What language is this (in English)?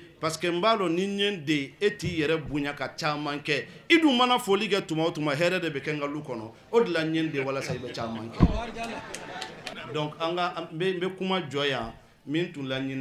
Bambara